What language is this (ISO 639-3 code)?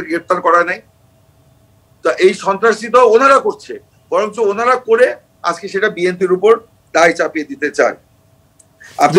ben